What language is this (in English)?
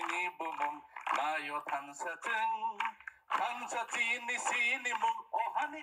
Kok Borok